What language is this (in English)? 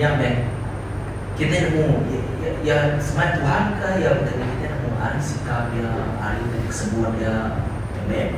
Iban